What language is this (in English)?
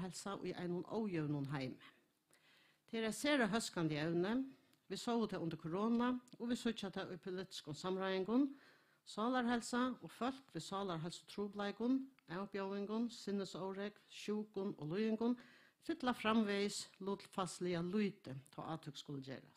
Faroese